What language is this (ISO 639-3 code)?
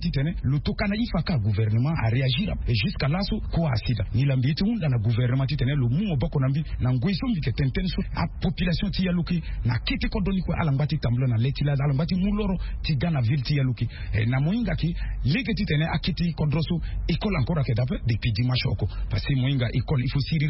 sag